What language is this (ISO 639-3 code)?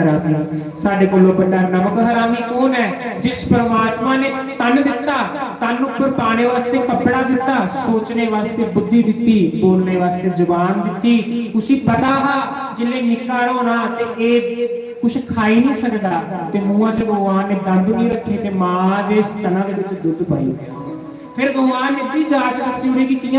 doi